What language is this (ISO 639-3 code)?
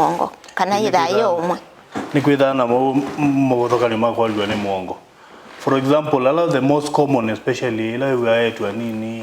kam